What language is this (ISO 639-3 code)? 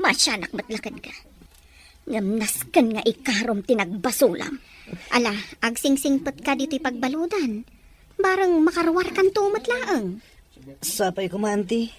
ilo